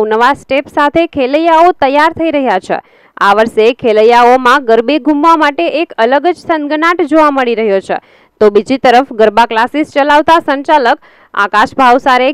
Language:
Gujarati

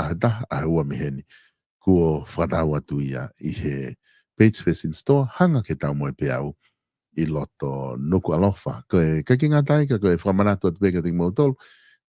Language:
Tongan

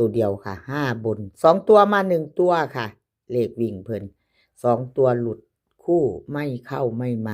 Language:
Northeastern Thai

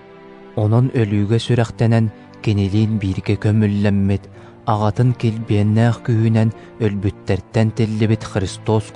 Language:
Yakut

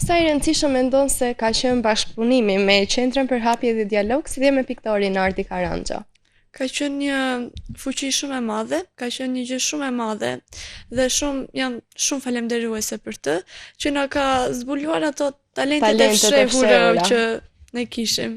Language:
Albanian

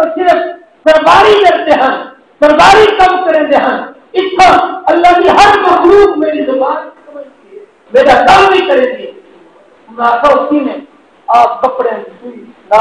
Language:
Saraiki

